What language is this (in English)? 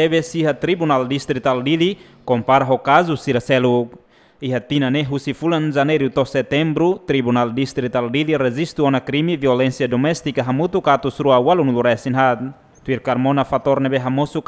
Tetum